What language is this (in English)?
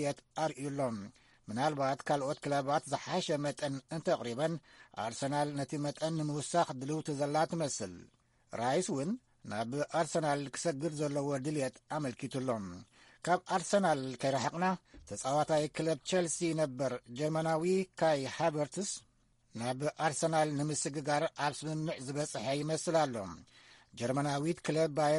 Tigrinya